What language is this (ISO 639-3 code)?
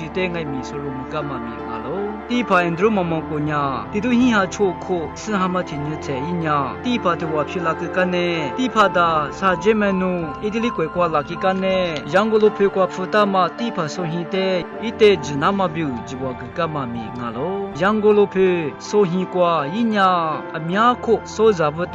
lis